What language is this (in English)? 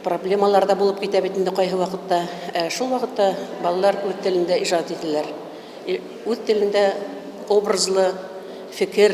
Bashkir